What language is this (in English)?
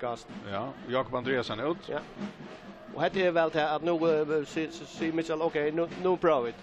Faroese